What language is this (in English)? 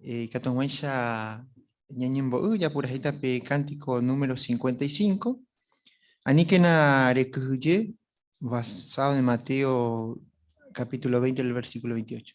Guarani